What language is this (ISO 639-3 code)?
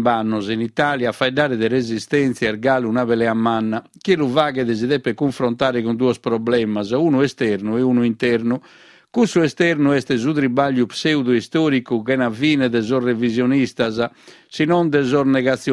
srd